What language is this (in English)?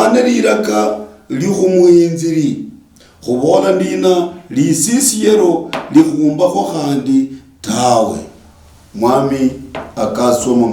Luyia